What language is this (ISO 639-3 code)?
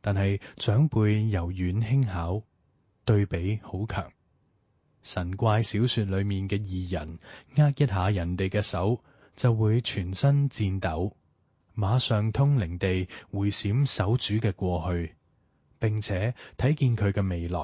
yue